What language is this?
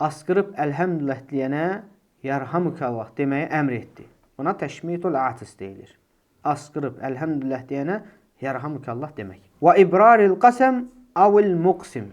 Azerbaijani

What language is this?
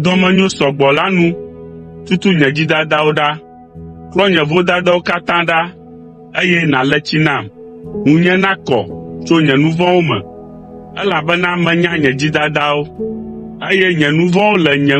Ewe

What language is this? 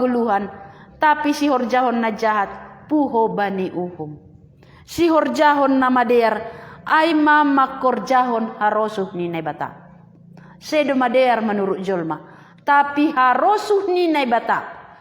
Batak Simalungun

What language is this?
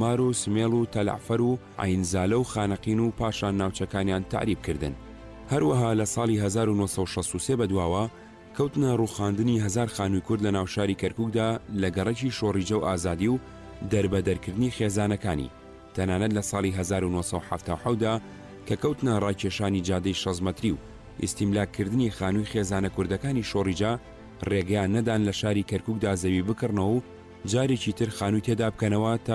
Central Kurdish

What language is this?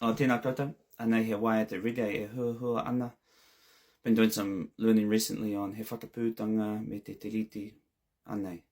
Māori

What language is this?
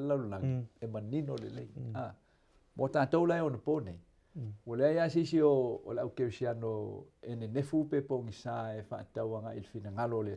Samoan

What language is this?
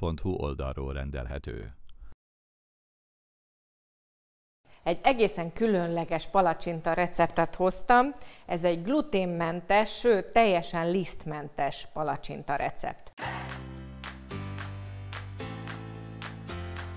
Hungarian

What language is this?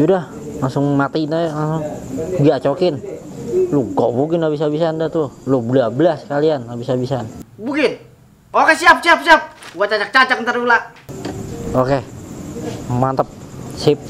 Betawi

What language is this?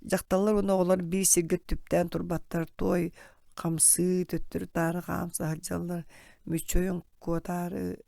Yakut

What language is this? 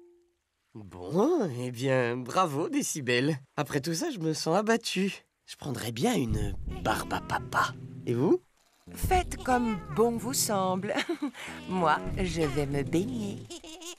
French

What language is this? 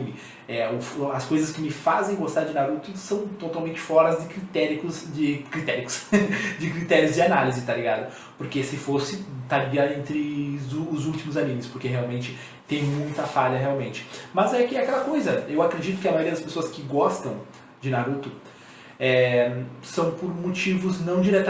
Portuguese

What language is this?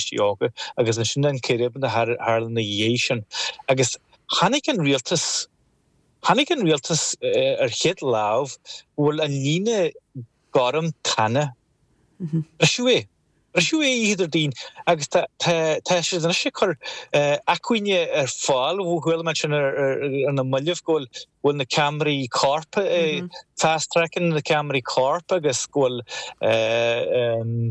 Irish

